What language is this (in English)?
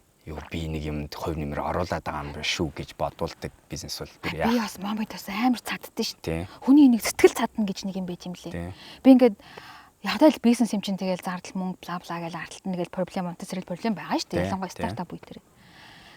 Mongolian